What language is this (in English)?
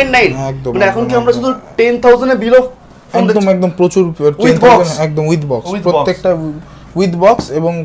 Bangla